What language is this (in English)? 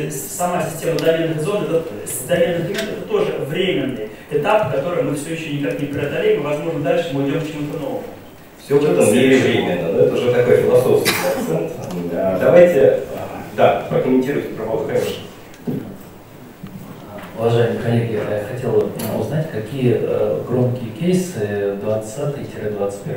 Russian